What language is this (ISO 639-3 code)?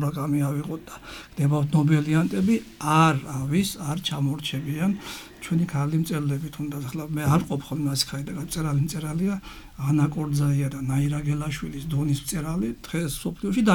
kat